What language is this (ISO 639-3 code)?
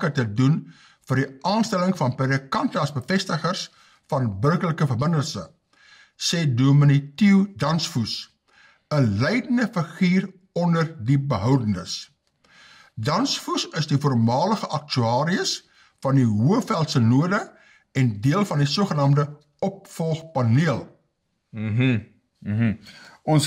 afr